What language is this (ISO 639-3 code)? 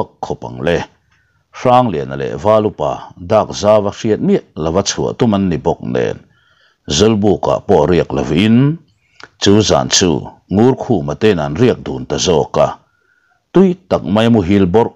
lus